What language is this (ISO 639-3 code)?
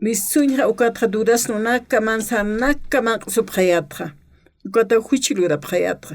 aym